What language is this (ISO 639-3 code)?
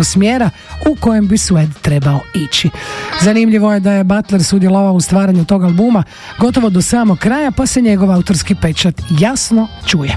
hrv